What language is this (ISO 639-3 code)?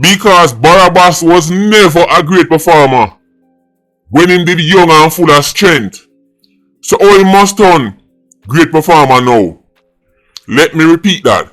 jam